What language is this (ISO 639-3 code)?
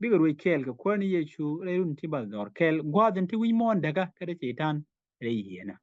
nus